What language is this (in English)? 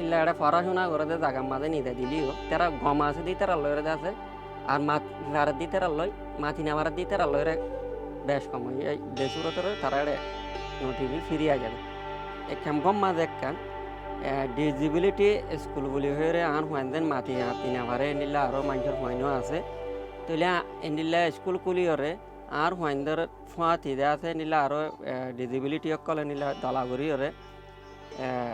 Rohingya